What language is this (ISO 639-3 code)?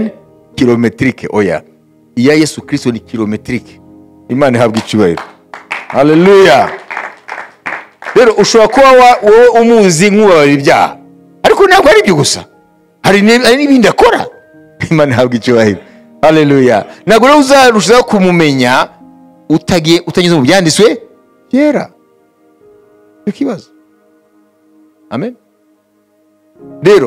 kin